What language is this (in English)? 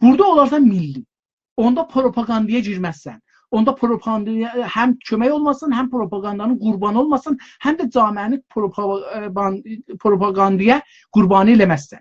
South Azerbaijani